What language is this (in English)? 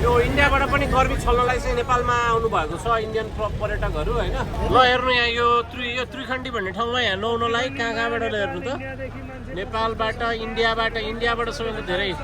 Nepali